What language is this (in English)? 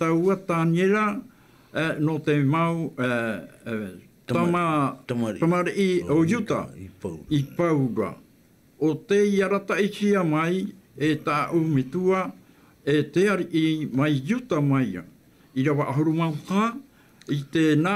Tahitian